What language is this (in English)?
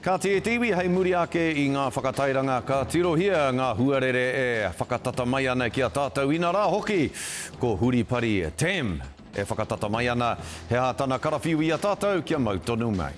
Māori